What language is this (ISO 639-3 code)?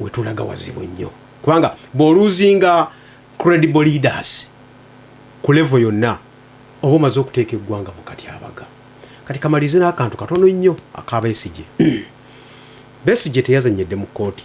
lug